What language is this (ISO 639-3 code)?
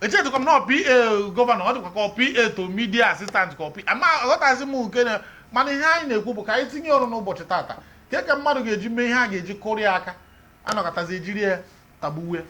ibo